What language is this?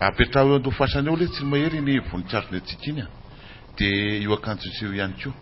Malagasy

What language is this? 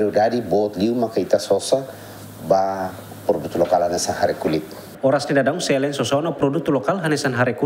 Tetum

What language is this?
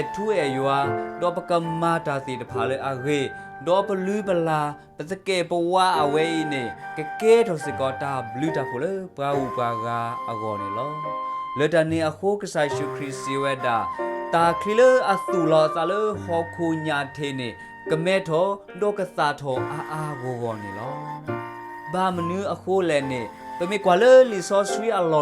S'gaw Karen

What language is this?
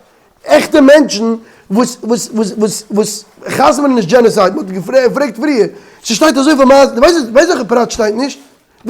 Yiddish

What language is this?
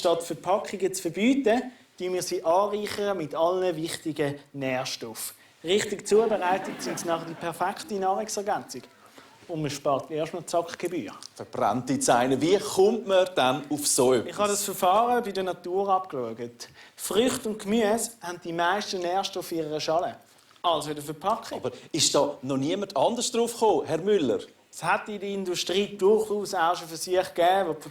Swiss German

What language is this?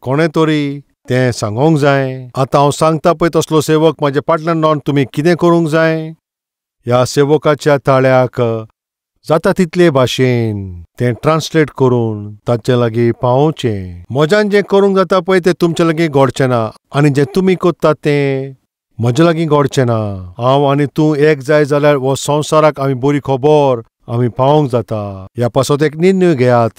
Konkani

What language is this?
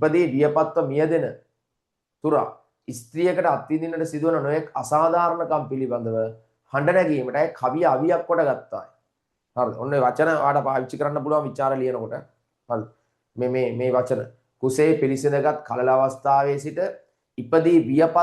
Sinhala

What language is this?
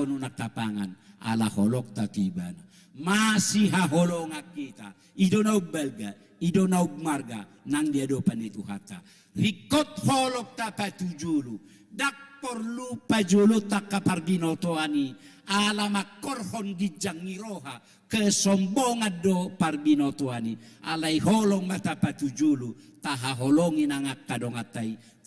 Batak Toba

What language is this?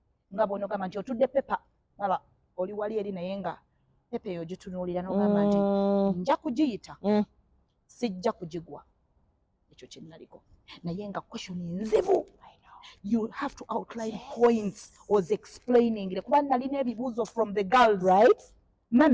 Ganda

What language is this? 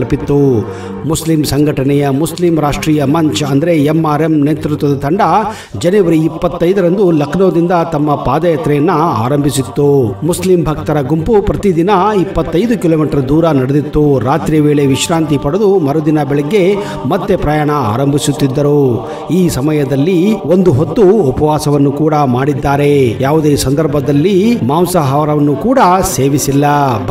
Kannada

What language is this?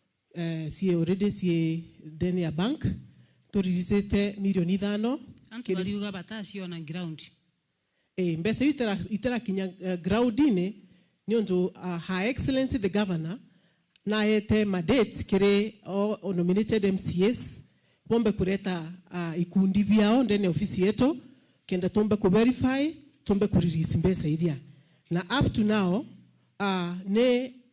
Meru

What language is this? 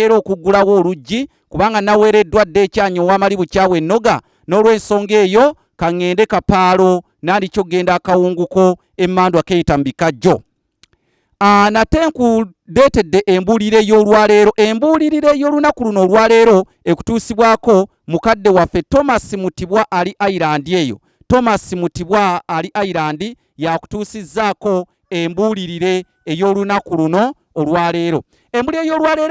Ganda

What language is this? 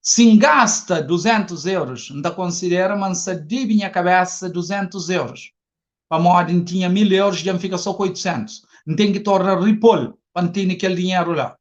Kabuverdianu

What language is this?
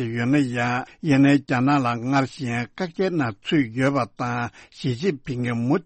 Tibetan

